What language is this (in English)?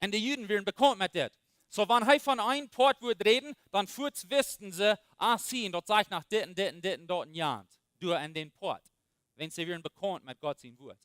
Plautdietsch